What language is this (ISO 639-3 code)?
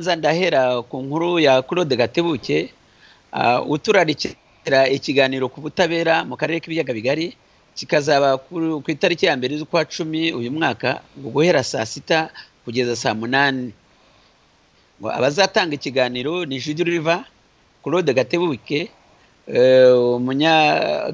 kin